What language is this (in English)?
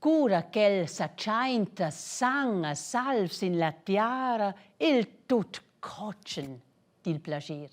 Romansh